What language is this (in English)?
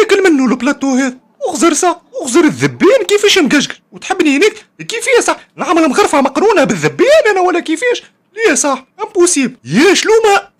Tunisian Arabic